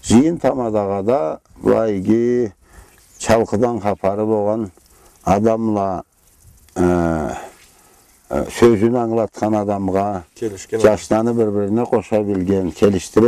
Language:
Karachay-Balkar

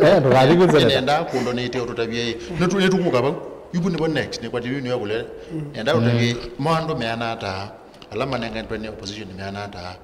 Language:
Kamba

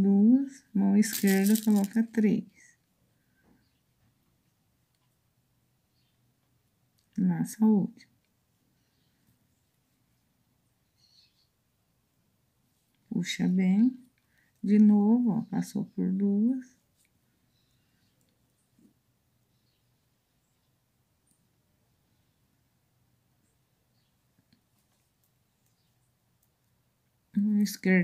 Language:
Portuguese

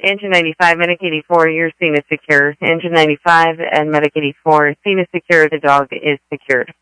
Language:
English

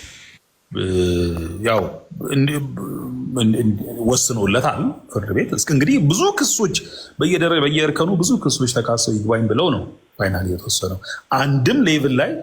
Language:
Amharic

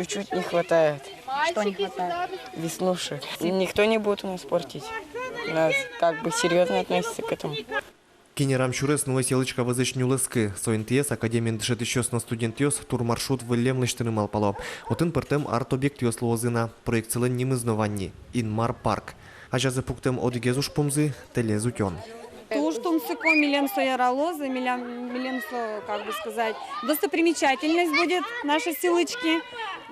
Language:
Udmurt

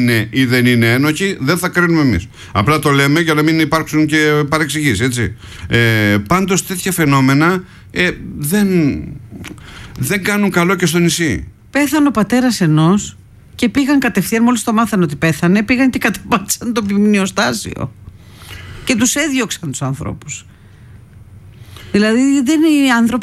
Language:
Greek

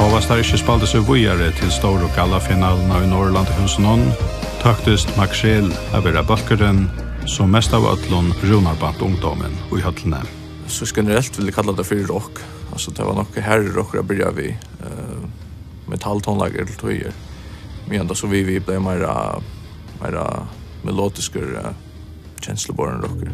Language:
Faroese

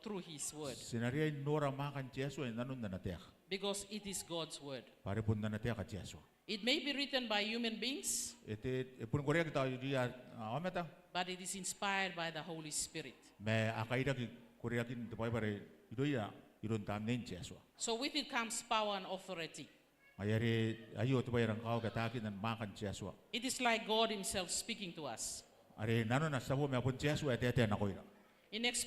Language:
Gilbertese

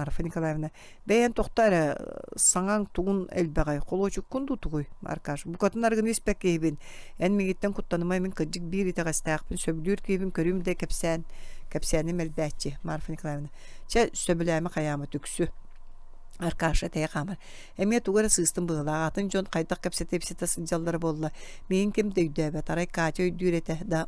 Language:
Yakut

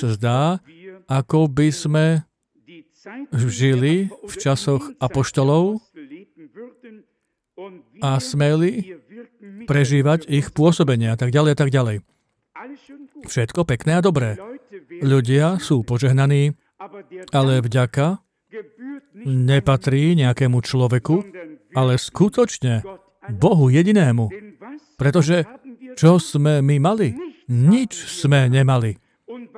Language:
Slovak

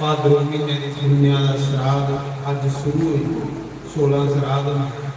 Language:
Dogri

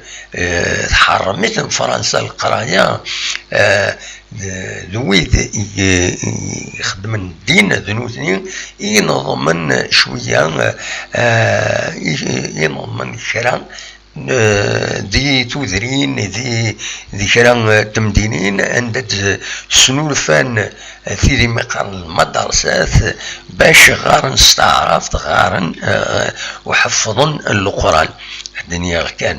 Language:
Kabyle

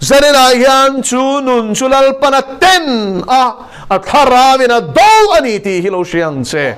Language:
Mizo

